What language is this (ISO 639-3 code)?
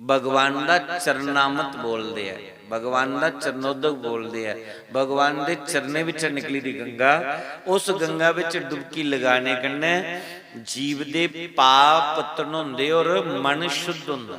doi